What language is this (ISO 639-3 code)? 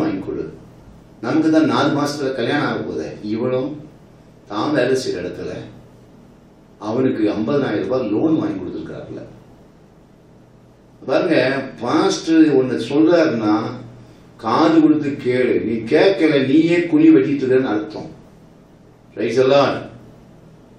tam